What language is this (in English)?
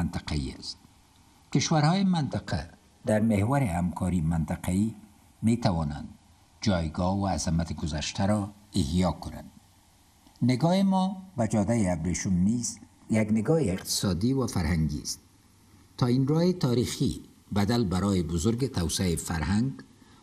Persian